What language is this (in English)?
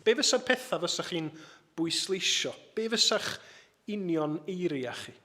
Welsh